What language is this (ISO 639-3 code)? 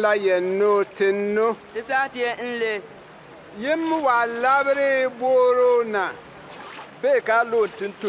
bim